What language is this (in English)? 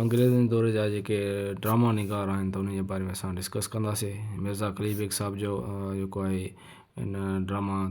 Sindhi